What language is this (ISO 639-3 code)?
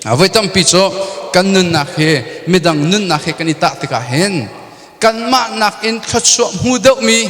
cnh